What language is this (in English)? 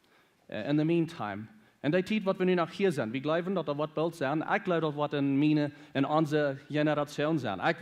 Plautdietsch